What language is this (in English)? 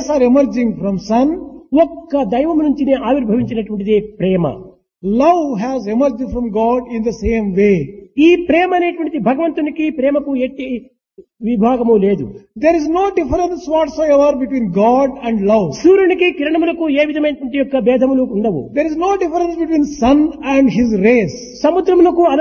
Telugu